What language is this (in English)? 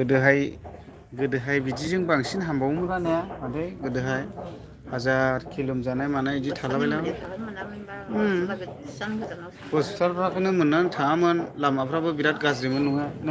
Bodo